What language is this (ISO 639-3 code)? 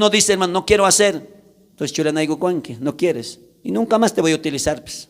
quh